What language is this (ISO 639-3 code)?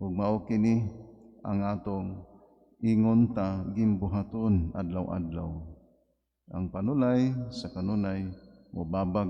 ceb